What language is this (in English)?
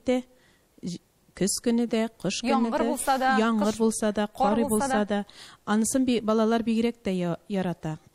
Tatar